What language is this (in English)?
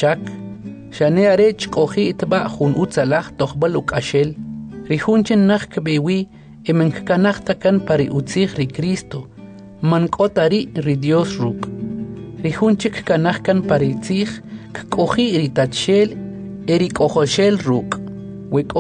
Kʼicheʼ